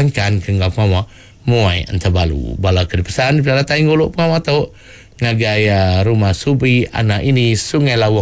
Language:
Iban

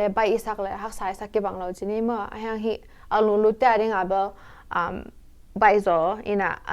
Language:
Tedim Chin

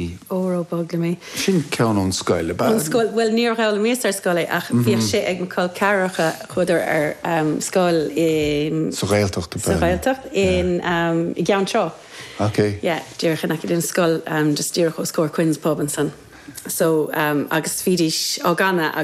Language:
Irish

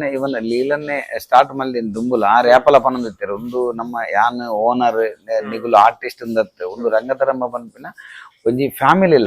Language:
Tulu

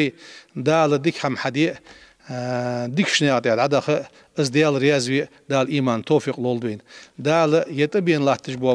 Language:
Ingush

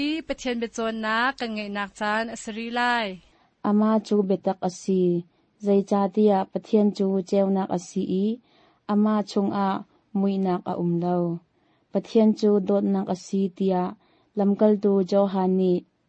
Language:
Hakha Chin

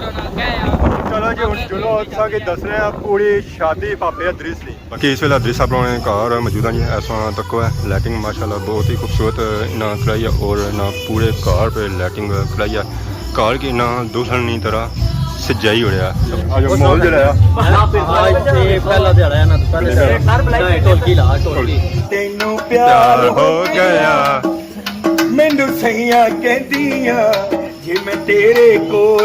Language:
Pahari-Potwari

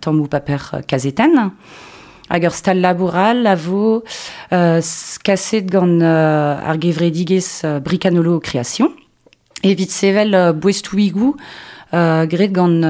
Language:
Breton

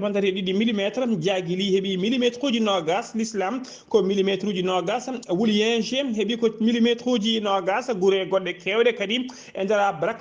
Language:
Fula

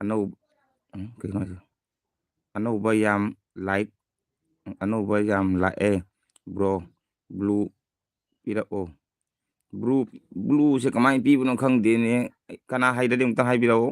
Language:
Manipuri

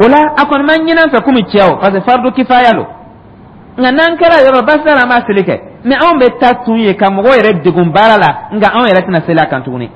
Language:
Dyula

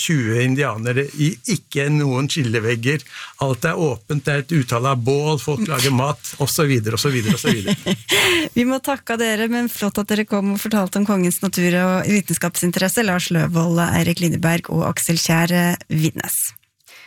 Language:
Norwegian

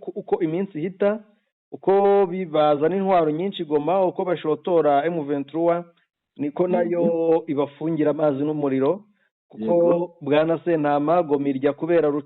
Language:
Kinyarwanda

